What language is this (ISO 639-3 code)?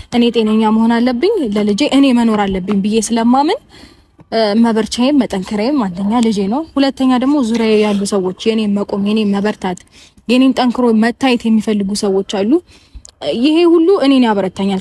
amh